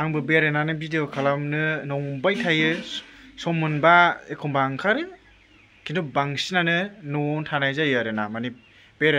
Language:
Bodo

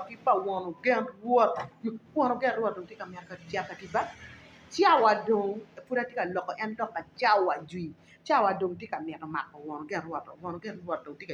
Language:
Acoli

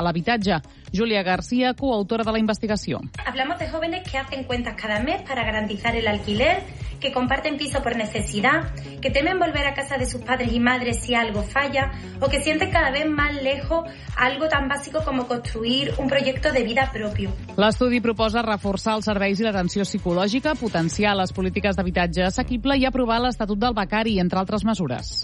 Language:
Catalan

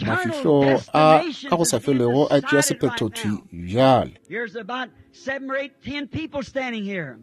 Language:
Northern Sotho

